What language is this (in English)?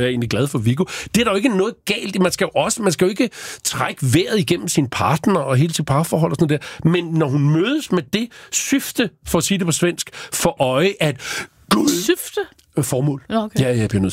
Danish